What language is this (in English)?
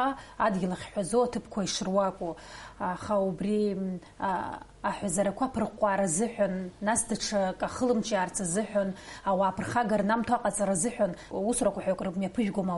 Abkhazian